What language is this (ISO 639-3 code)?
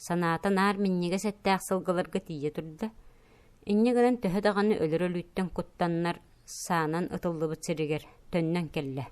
sah